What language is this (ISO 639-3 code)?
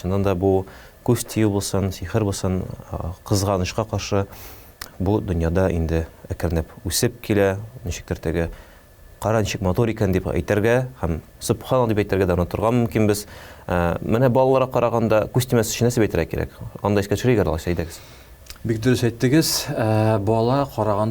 tat